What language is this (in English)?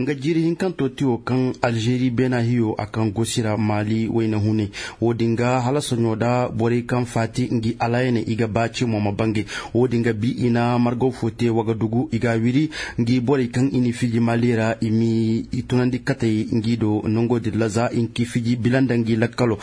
Zarma